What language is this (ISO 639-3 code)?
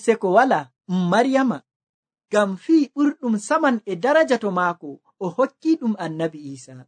fuv